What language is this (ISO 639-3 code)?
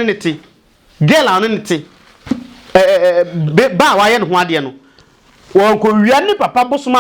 aka